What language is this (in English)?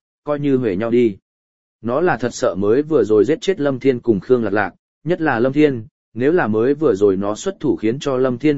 Vietnamese